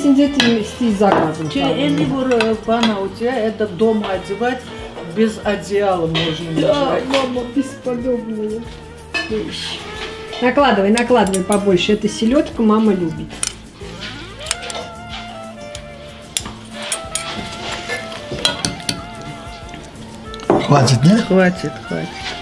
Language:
Russian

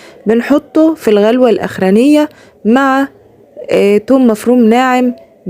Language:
Egyptian Arabic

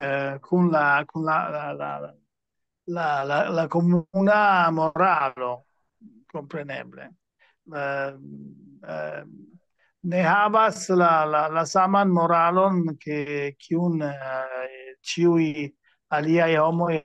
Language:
Esperanto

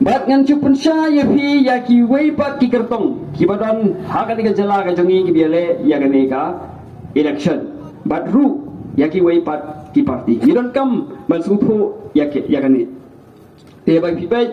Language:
Khasi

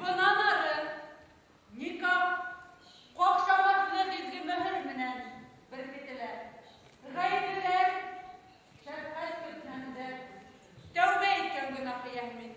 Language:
Bashkir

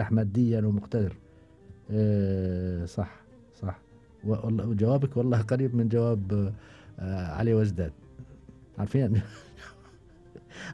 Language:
Gulf Arabic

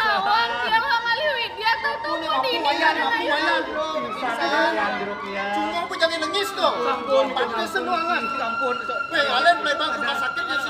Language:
Balinese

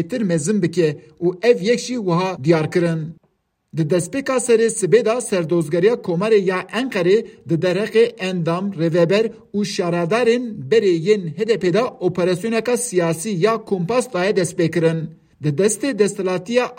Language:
Kurdish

